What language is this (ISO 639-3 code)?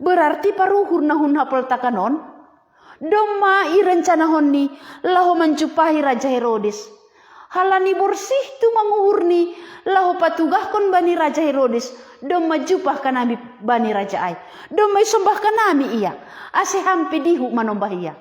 bts